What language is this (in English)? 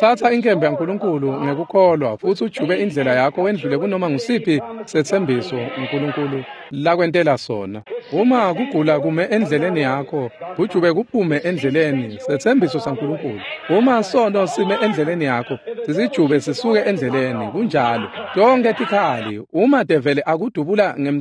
Swati